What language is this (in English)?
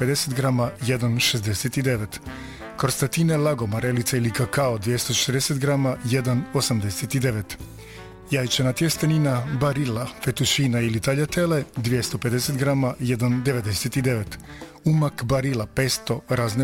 Croatian